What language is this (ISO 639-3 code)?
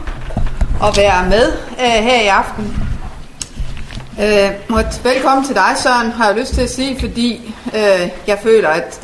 dan